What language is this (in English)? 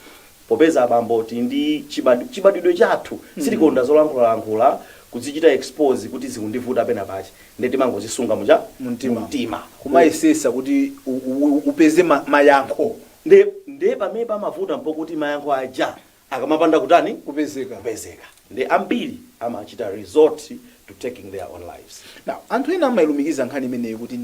Nyanja